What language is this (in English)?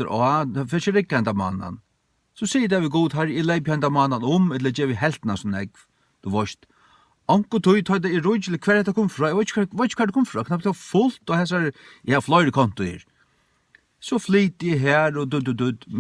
Faroese